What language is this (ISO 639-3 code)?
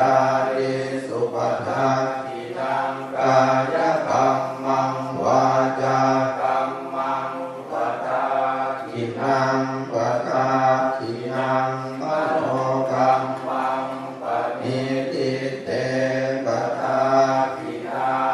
pli